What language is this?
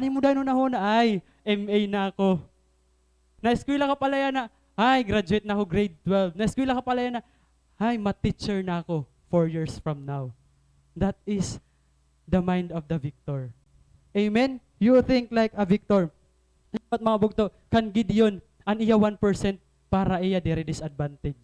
Waray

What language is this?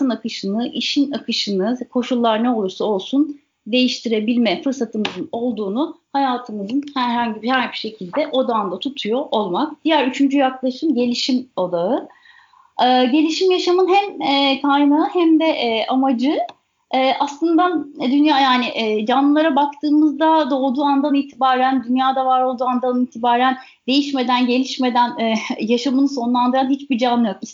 Turkish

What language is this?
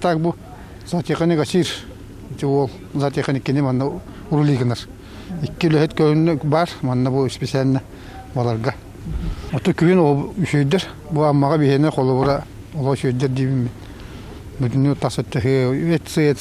Yakut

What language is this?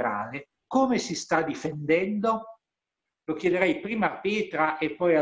Italian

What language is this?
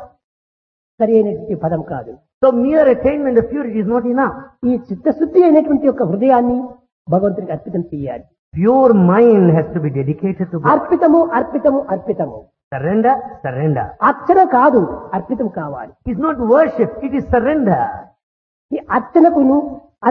Telugu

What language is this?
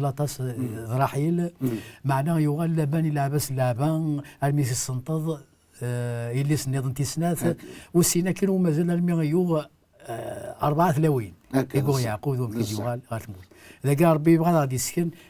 Kabyle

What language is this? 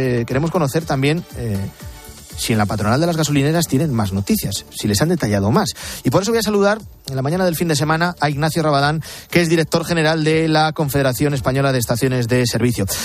Spanish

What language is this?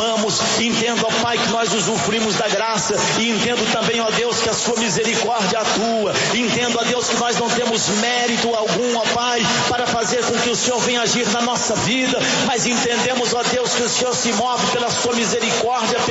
Portuguese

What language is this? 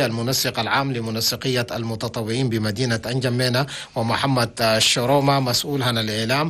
Chadian Arabic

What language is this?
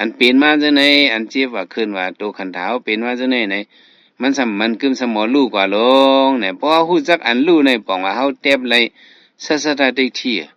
Shan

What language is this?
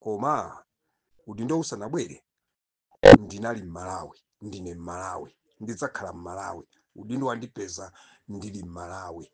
Nyanja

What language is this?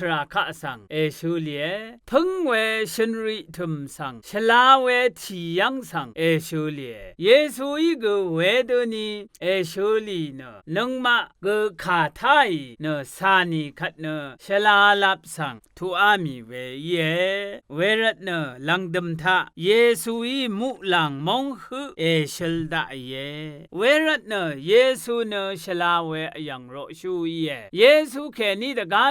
Rawang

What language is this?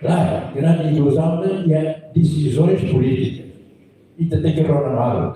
Tetum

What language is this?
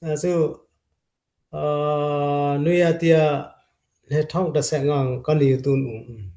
Dimasa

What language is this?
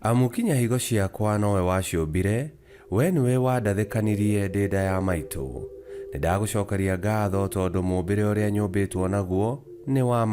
Kikuyu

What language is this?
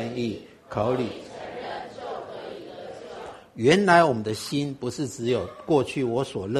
Chinese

